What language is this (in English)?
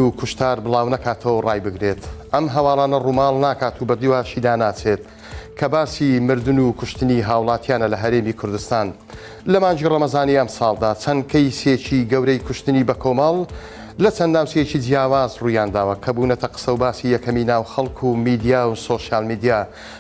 Central Kurdish